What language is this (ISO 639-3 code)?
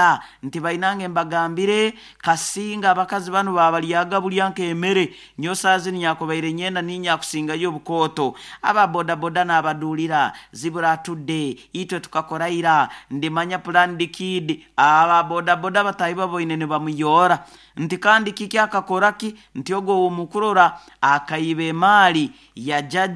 nyo